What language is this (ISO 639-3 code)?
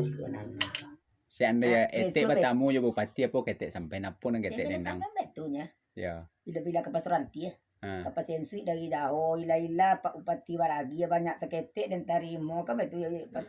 min